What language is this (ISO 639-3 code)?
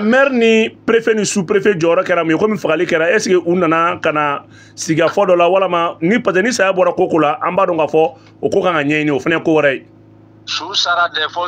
bam